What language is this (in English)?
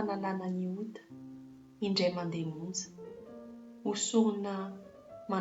Malagasy